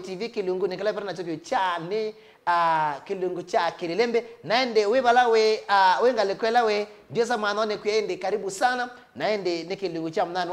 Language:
Kamba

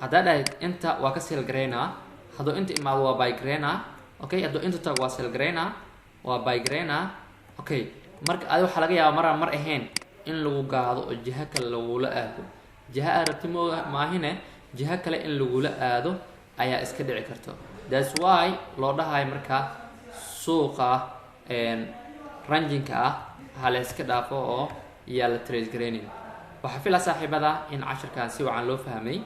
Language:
Somali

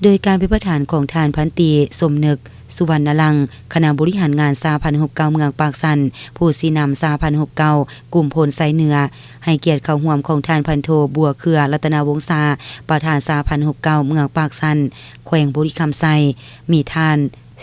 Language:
Lao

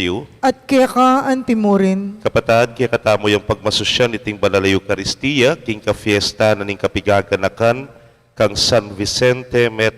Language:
Pampanga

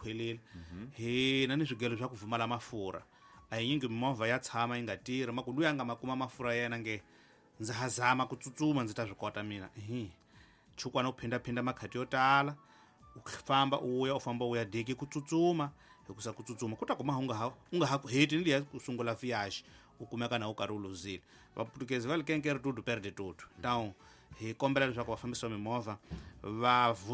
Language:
Tsonga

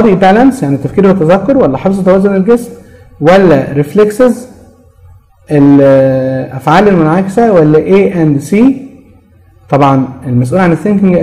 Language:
Egyptian Arabic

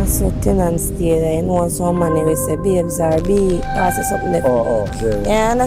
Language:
Jamaican Creole English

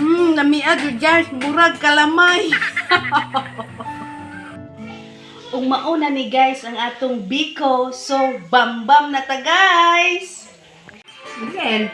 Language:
Cebuano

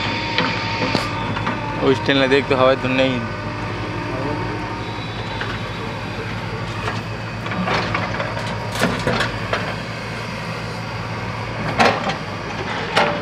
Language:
Hindi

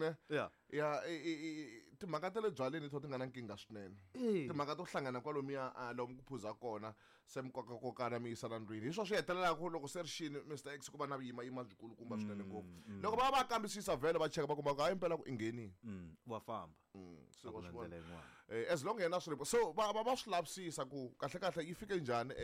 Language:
Tsonga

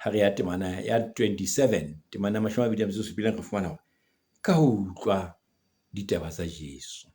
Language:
Southern Sotho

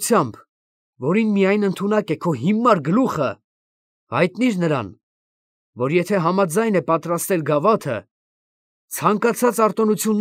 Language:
Armenian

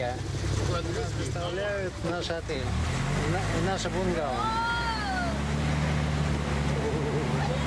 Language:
Russian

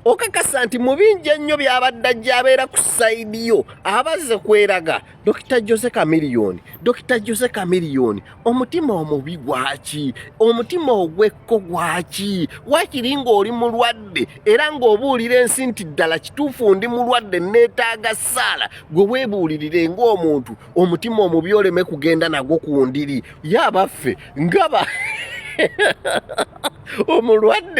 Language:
Ganda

